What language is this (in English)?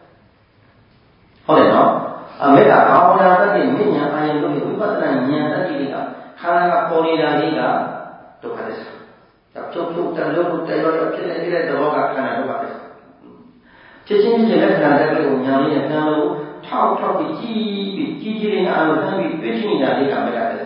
Burmese